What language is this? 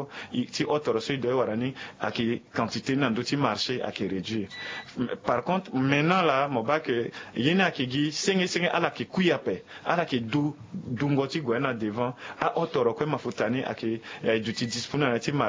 Sango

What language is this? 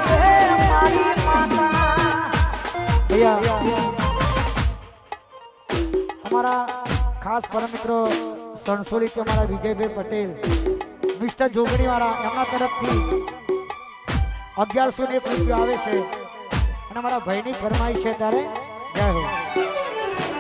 Gujarati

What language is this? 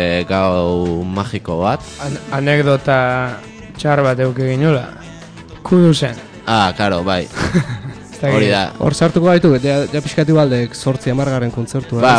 Basque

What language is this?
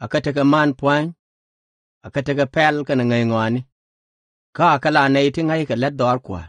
Nuer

